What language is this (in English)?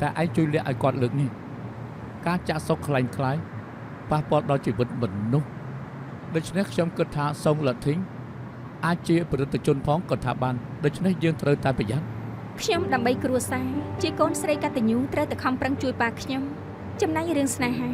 Khmer